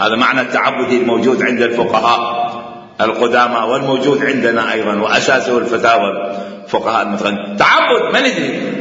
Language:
Mesopotamian Arabic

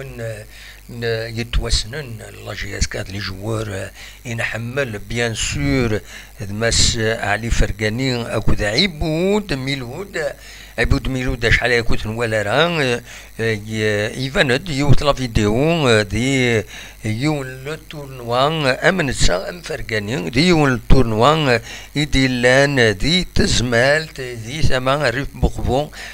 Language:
Kabyle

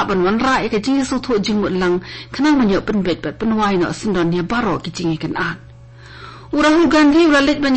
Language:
Khasi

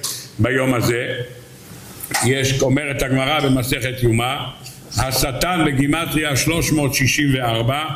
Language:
Hebrew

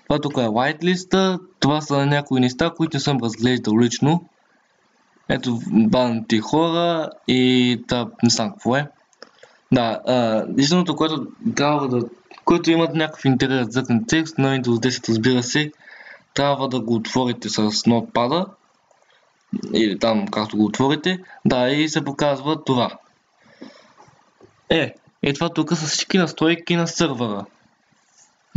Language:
Bulgarian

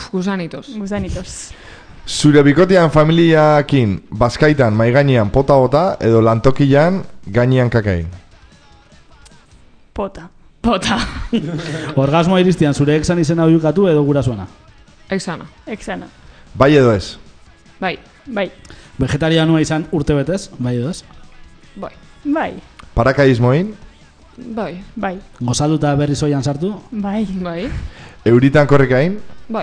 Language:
Basque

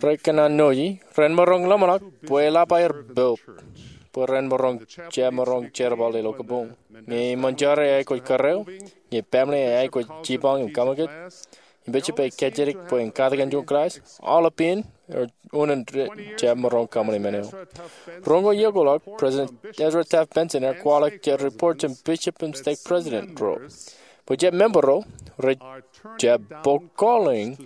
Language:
Marshallese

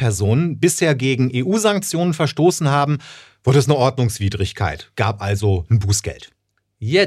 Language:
German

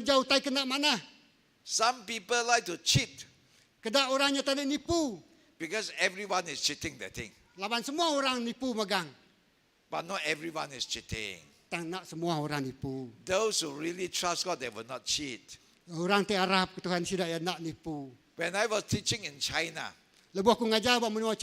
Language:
Iban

